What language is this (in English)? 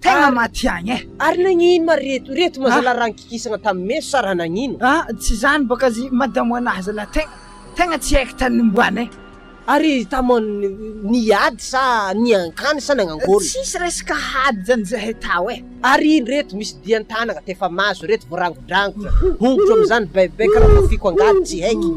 Malagasy